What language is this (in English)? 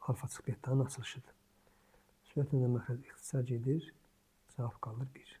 Azerbaijani